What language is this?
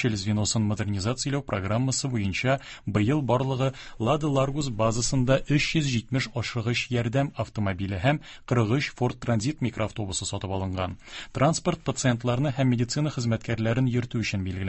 Tatar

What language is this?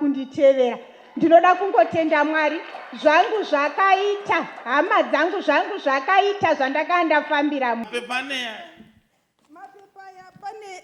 Shona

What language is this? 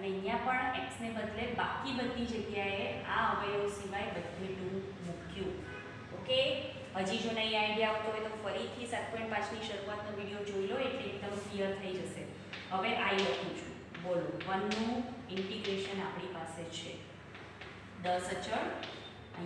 Gujarati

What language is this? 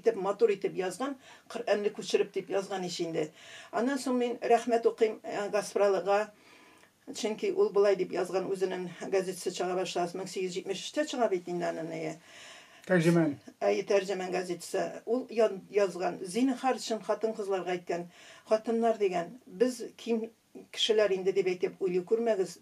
Tatar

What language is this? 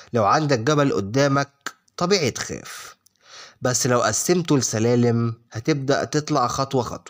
Egyptian Arabic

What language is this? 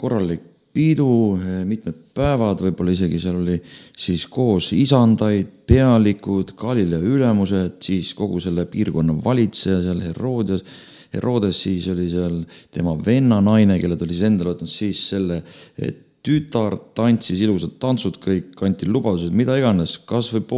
Estonian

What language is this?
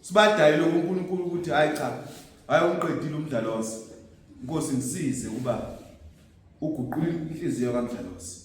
Zulu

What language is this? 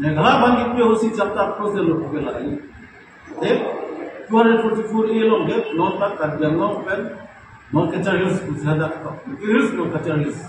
Karbi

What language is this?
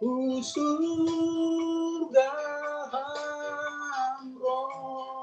Batak Simalungun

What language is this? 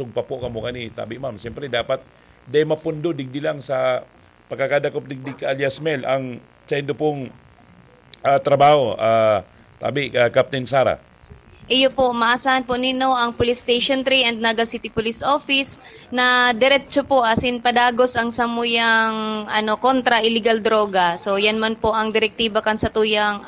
Bikol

